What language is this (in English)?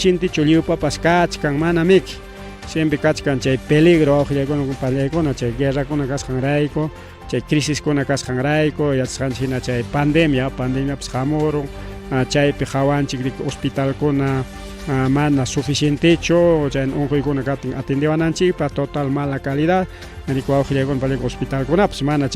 Ayacucho Quechua